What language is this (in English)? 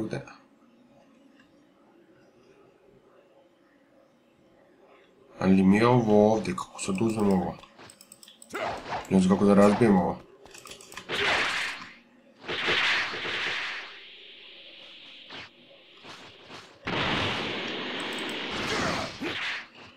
Croatian